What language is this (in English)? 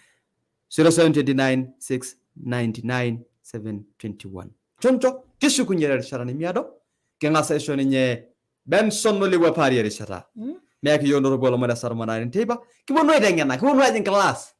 Masai